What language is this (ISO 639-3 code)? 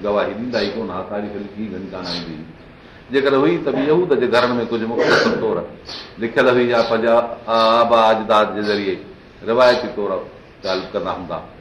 snd